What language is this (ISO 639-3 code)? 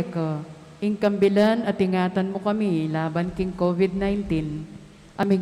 pam